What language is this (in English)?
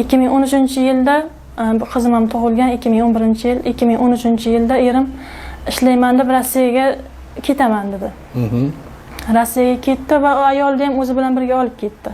Uzbek